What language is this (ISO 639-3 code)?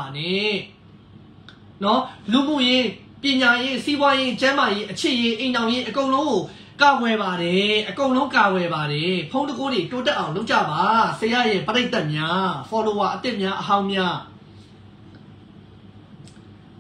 mya